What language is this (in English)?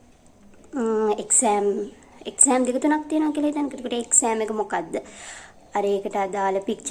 Sinhala